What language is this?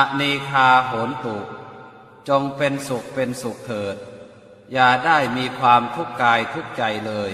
Pali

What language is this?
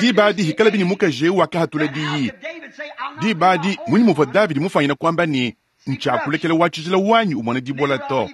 Luba-Lulua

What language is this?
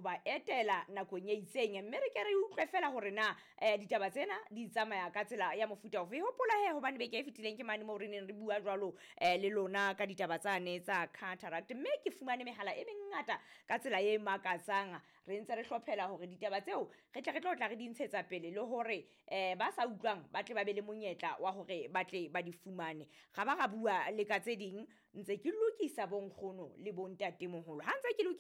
Southern Sotho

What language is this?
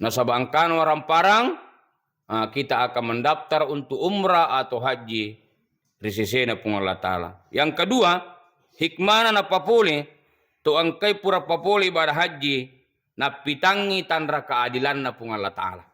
Buginese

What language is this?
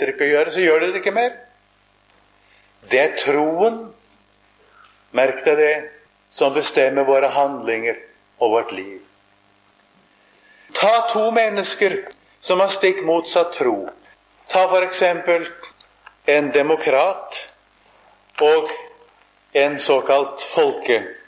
Norwegian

